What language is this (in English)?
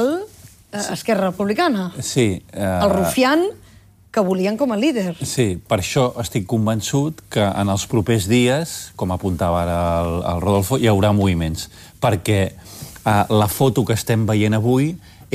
Catalan